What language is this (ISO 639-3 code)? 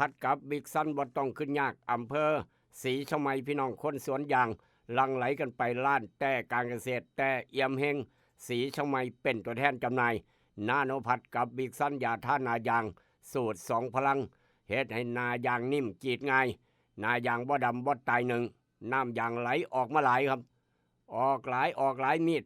tts